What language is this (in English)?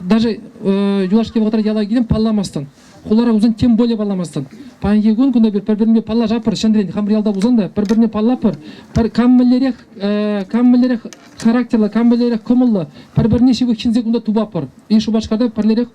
Chuvash